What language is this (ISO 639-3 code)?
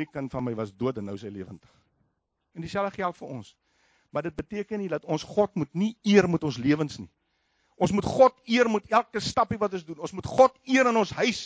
afr